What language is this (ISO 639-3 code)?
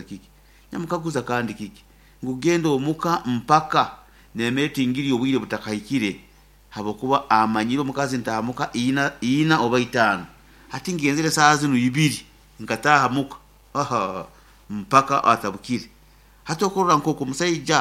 nyo